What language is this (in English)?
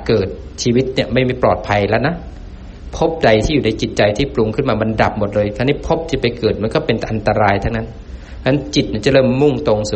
Thai